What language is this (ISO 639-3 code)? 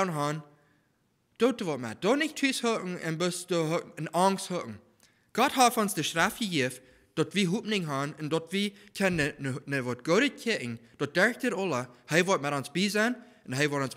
pdt